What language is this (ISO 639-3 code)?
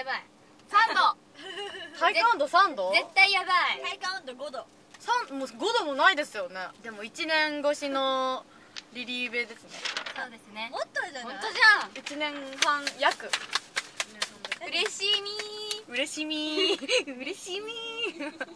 jpn